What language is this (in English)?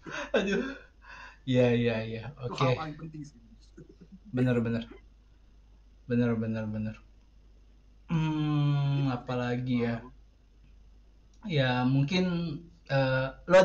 Indonesian